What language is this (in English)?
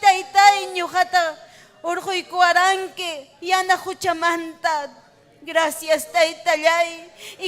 Ayacucho Quechua